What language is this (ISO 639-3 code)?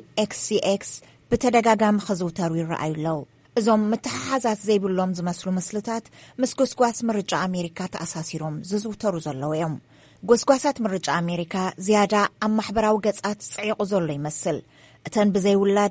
tir